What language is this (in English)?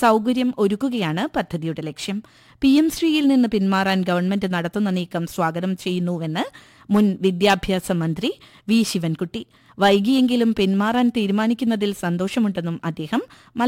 Malayalam